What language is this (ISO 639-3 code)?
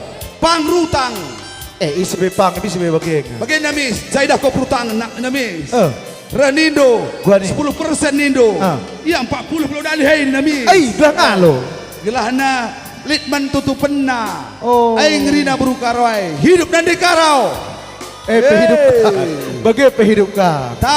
btx